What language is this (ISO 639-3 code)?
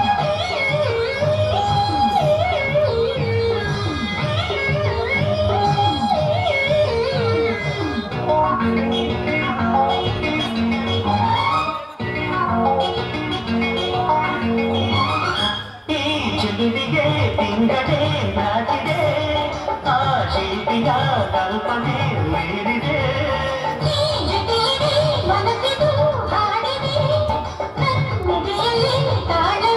kan